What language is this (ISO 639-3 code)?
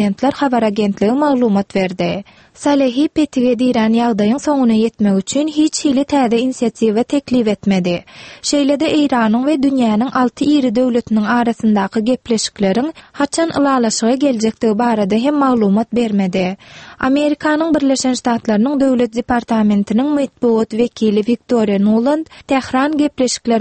tuk